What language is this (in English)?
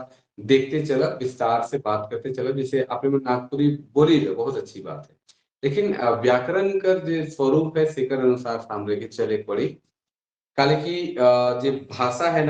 Sadri